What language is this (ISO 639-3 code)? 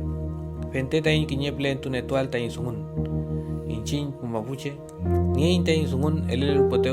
arn